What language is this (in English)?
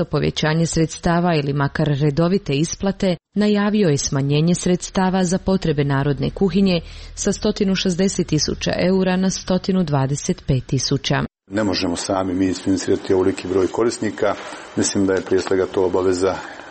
Croatian